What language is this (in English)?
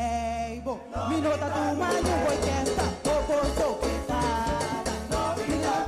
Papiamento